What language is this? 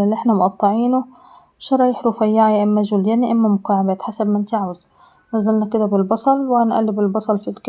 Egyptian Arabic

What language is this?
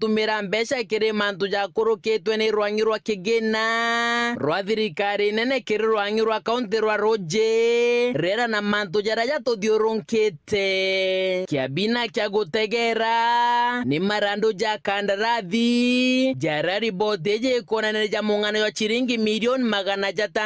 Meru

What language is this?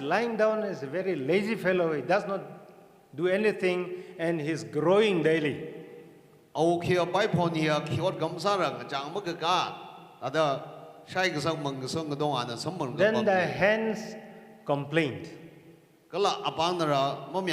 Tangkhul Naga (India)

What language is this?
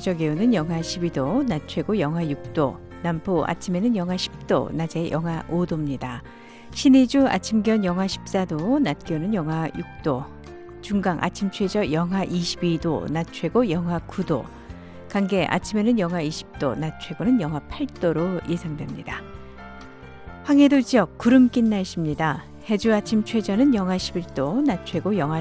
Korean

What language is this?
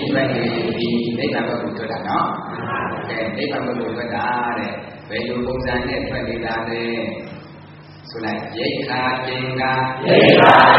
Burmese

